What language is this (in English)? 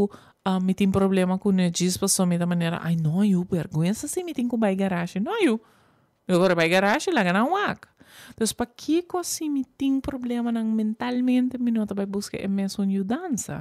Papiamento